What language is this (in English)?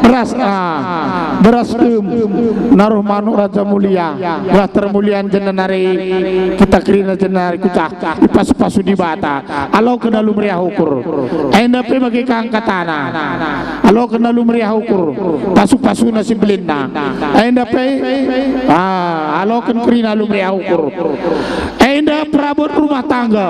Batak Karo